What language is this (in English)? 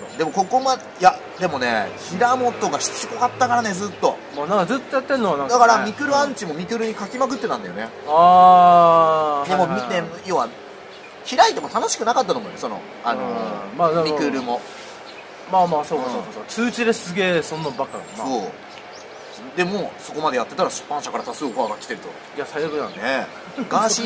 Japanese